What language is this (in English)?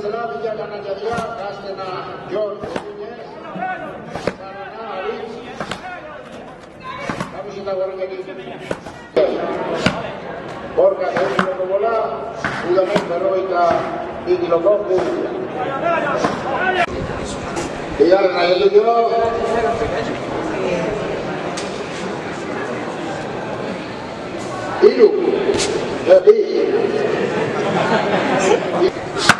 Basque